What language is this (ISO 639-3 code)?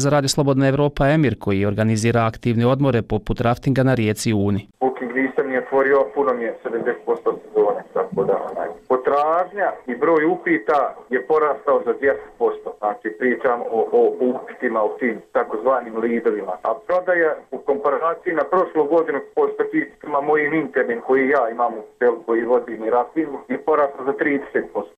bos